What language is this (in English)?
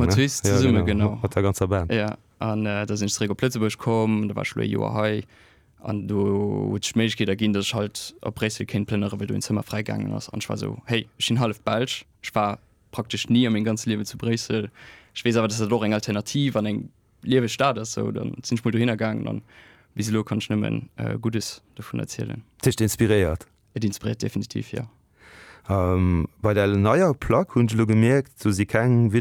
Luxembourgish